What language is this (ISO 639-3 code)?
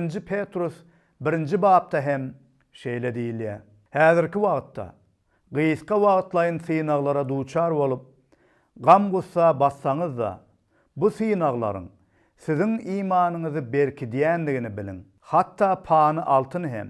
tuk